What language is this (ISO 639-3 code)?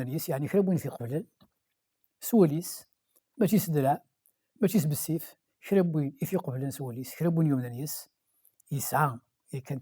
kab